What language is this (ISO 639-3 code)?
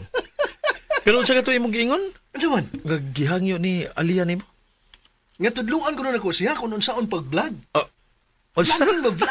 ceb